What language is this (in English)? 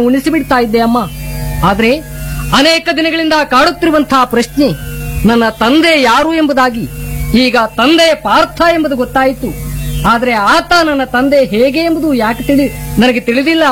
Kannada